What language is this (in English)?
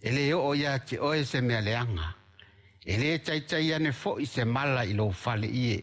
Samoan